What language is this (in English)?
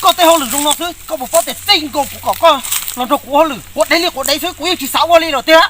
Hmong